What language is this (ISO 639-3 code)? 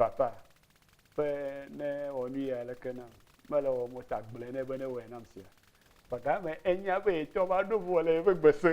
ewe